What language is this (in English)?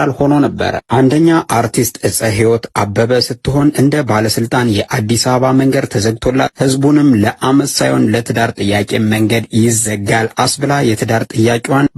Amharic